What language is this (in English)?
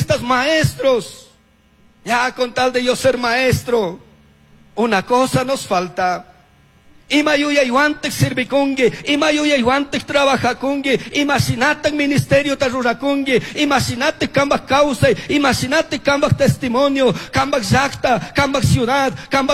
Chimborazo Highland Quichua